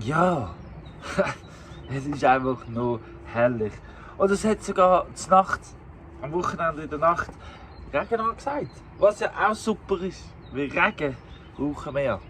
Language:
Swiss German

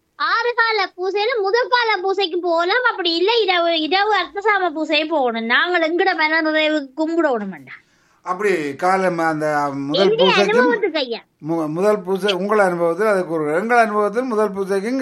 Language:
Tamil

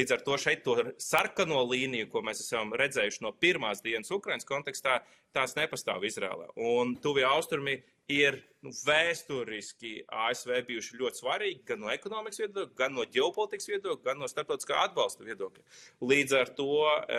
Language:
Latvian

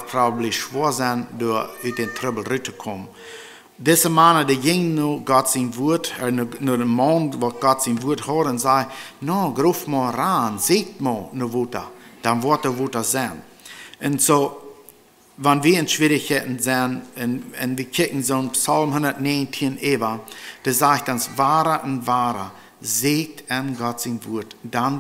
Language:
Plautdietsch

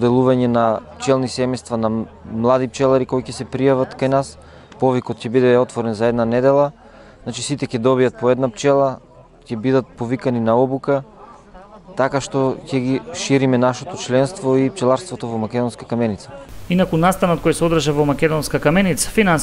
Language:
Macedonian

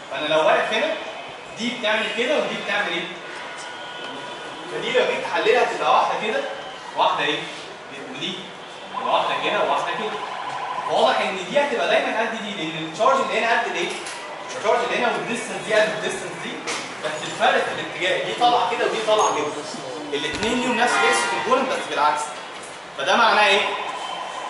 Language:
Egyptian Arabic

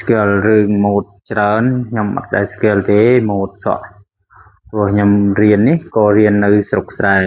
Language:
Khmer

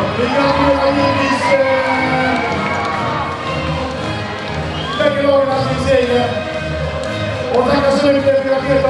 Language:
Swedish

